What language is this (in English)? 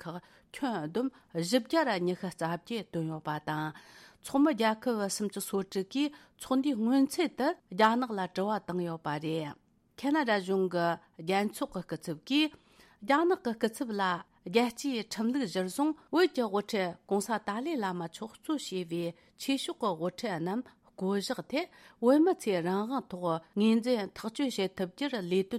Tibetan